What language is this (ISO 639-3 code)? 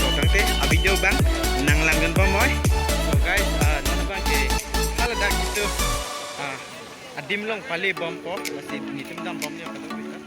mjw